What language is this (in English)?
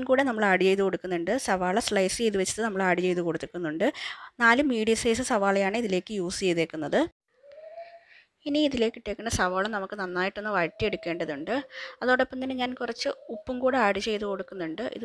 Malayalam